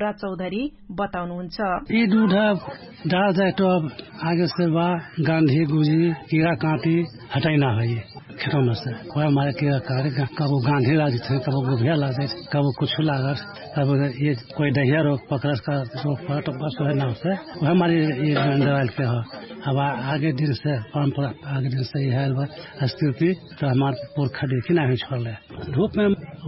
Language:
Dangaura Tharu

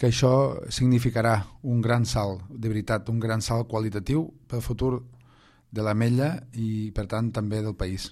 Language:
Catalan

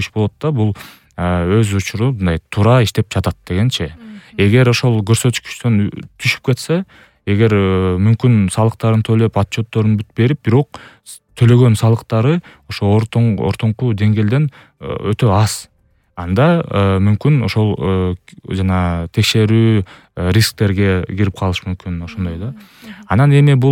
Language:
Kyrgyz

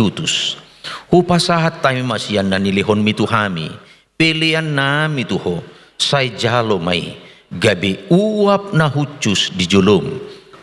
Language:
Batak Toba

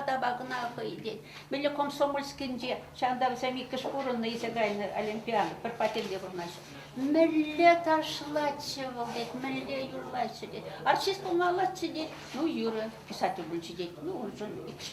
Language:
Chuvash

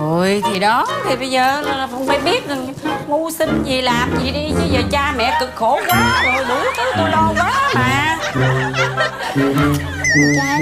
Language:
Vietnamese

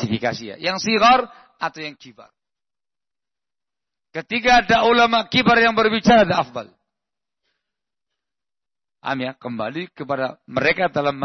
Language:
Indonesian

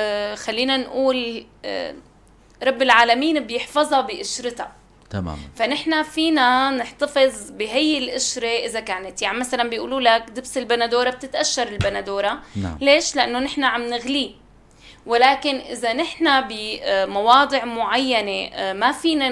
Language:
North Levantine Arabic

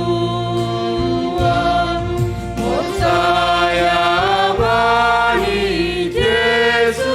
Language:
Batak Simalungun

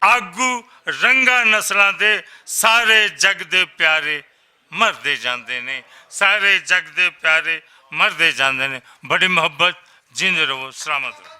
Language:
Western Panjabi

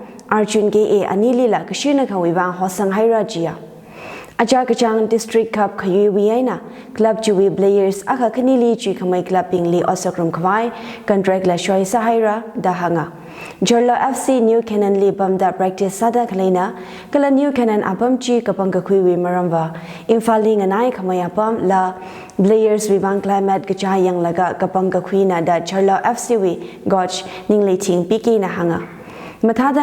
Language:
Tangkhul Naga (India)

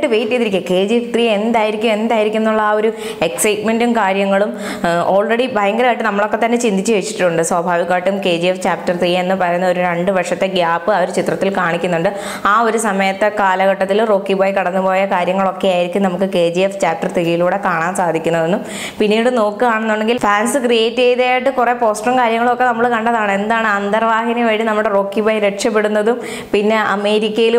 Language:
Malayalam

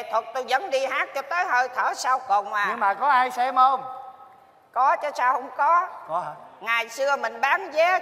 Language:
Vietnamese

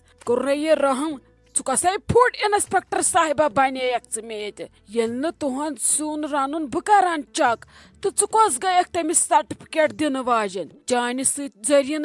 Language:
Kashmiri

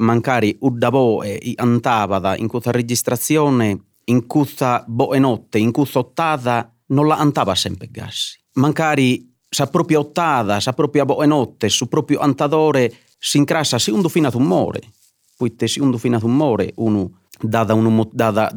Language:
Sardinian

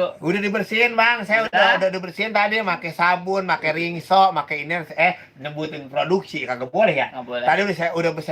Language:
Betawi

